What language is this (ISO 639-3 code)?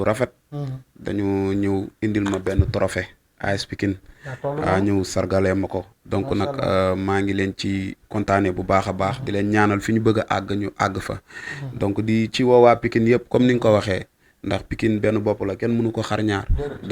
wol